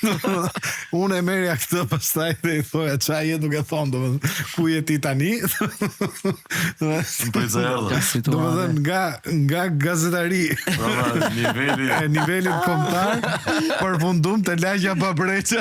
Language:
Albanian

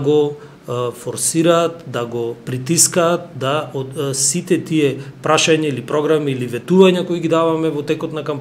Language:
Macedonian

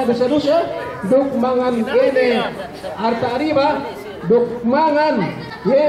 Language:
Yakan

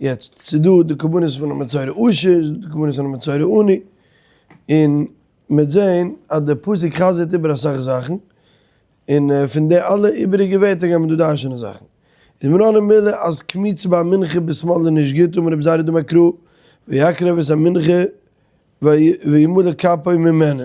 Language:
Yiddish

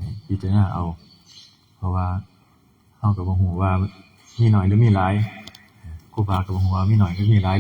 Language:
Northeastern Thai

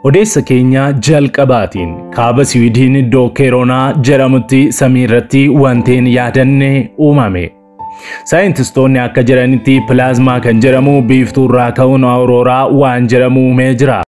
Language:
Oromo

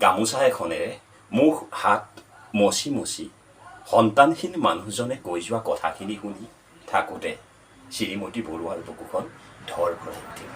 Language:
Assamese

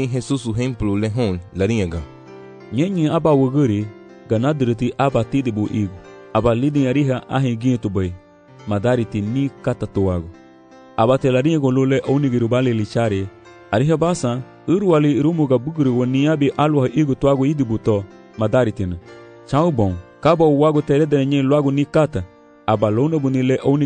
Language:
Garifuna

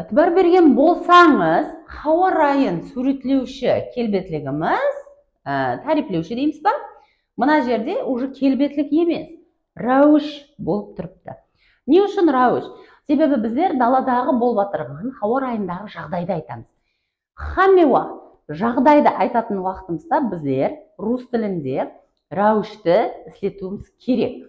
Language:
Kara-Kalpak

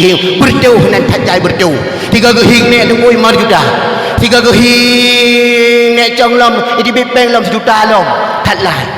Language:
Achinese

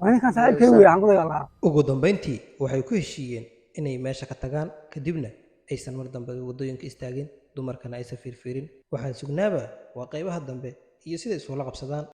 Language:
Somali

